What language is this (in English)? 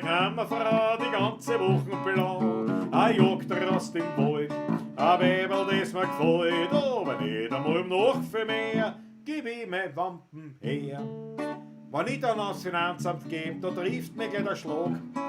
Bavarian